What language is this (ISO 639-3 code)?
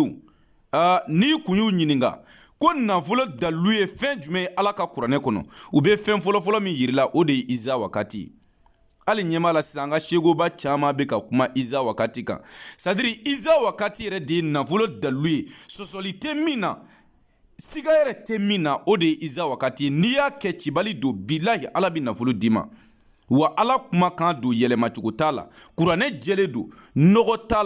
bam